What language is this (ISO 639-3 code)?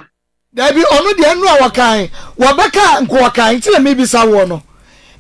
aka